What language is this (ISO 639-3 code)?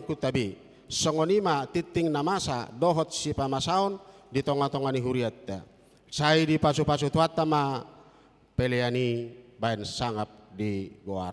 bbc